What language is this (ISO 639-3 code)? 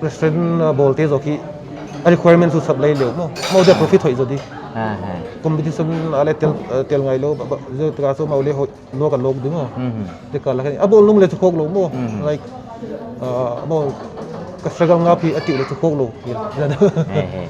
pck